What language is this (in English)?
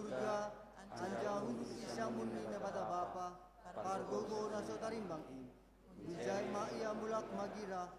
Batak Simalungun